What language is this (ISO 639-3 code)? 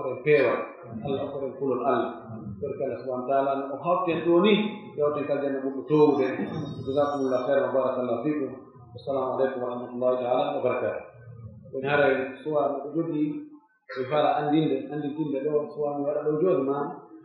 fuf